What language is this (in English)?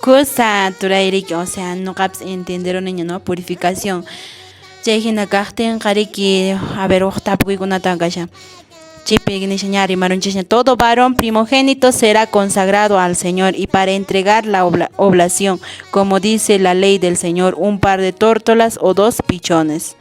Quechua